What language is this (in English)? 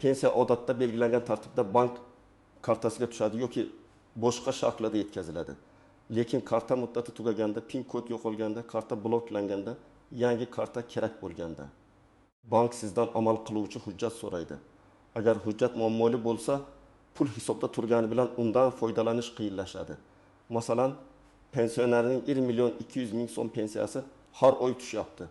Uzbek